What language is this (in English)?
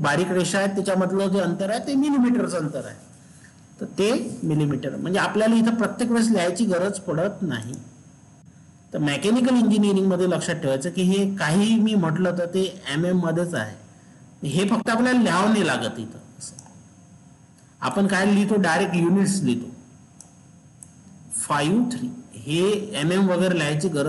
Marathi